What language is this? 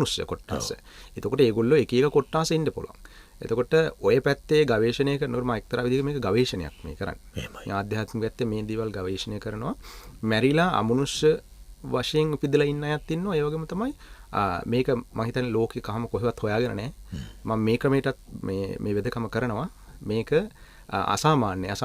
Sinhala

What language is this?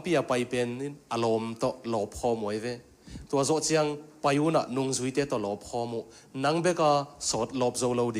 Tedim Chin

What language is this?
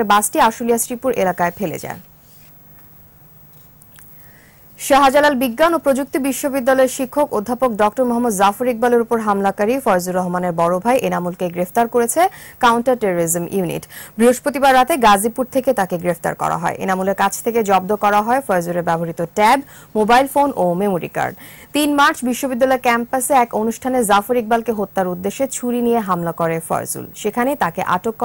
Bangla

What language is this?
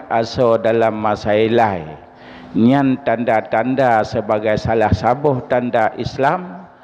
Achinese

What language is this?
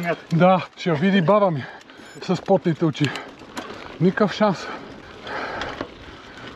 Bulgarian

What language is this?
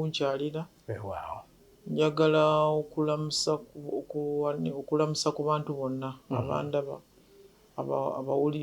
Ganda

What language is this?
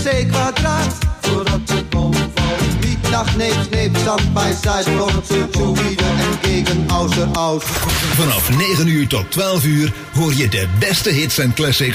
Dutch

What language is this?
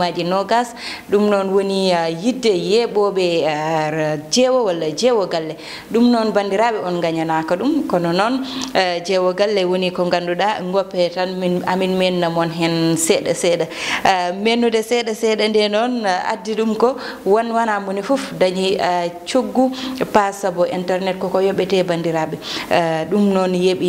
Fula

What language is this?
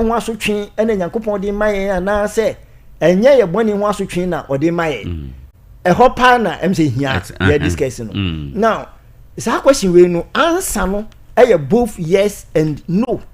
Akan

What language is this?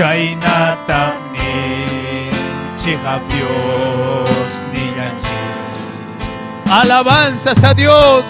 Ayacucho Quechua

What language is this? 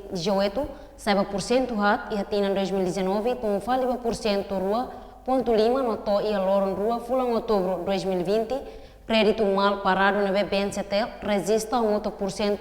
Tetum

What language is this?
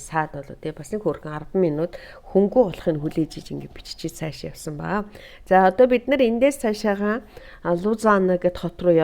Mongolian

